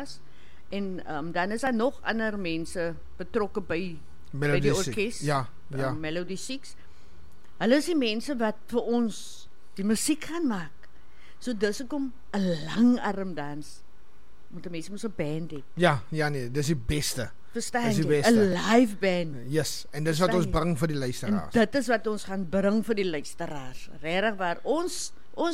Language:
Afrikaans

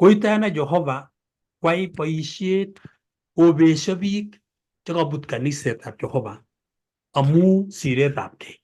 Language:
Kalenjin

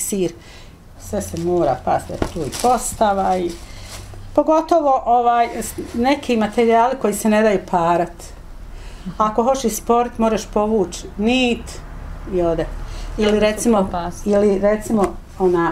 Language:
Bosnian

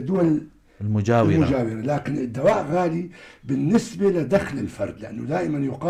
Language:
North Levantine Arabic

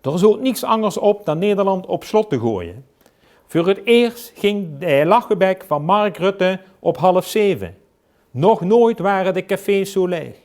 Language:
Limburgish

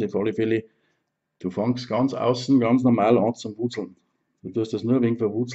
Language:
Bavarian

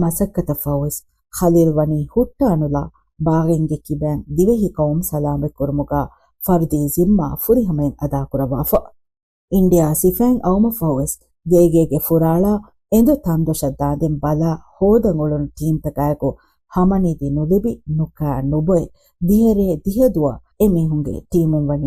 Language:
Divehi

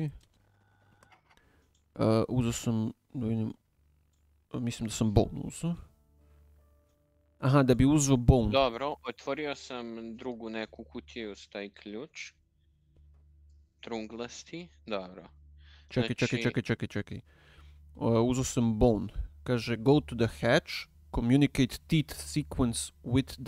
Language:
Croatian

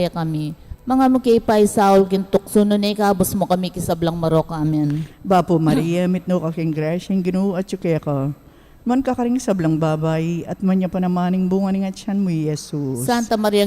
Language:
Pampanga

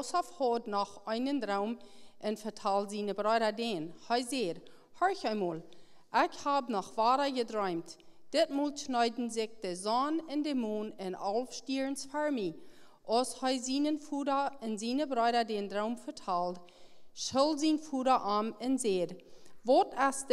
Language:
Plautdietsch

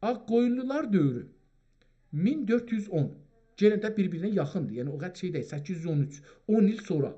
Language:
South Azerbaijani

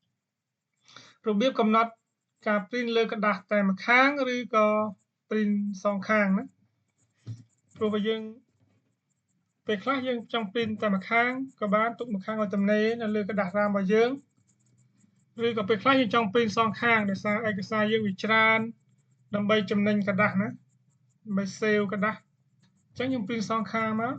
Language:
Khmer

